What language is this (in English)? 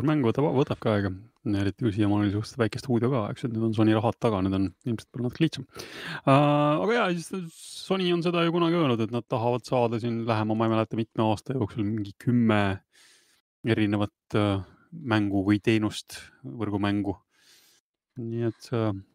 Estonian